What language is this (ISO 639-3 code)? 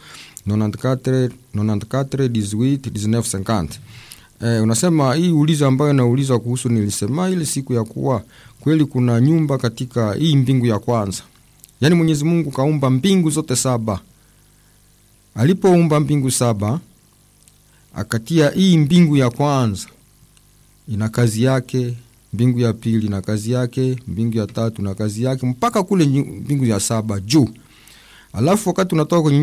swa